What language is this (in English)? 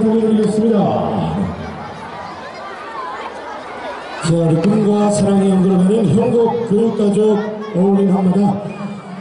Korean